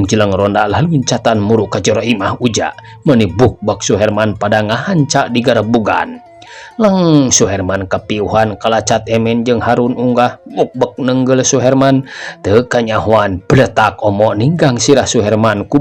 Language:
Sundanese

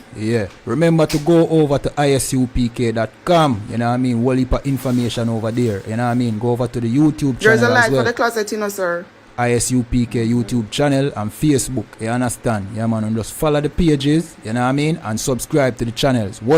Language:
Jamaican Creole English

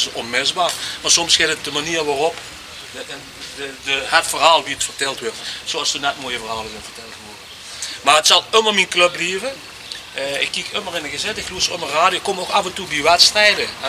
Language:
Limburgish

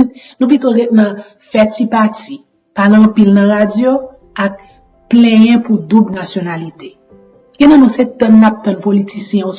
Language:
Haitian Creole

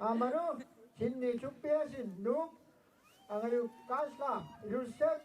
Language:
Kalaallisut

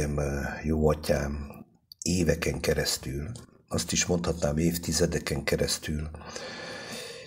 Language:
Hungarian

